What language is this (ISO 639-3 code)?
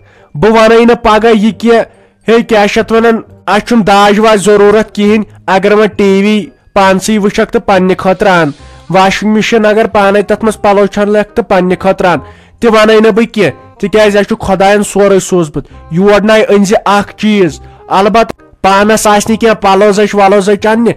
kas